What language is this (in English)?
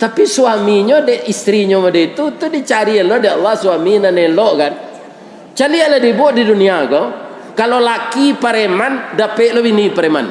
Minangkabau